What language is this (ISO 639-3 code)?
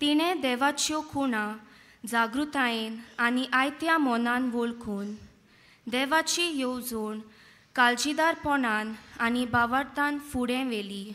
kok